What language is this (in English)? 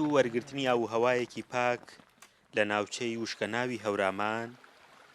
Central Kurdish